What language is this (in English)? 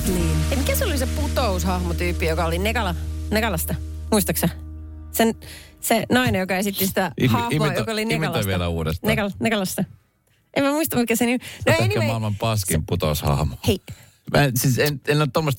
Finnish